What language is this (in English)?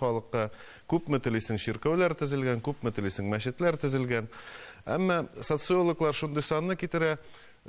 Tatar